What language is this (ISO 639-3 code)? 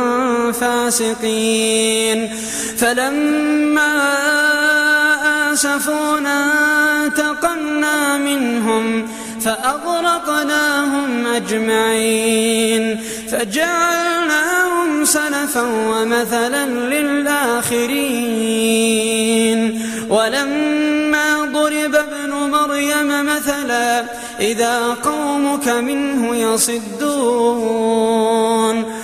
ara